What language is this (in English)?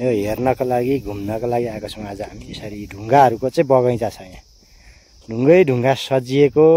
Nepali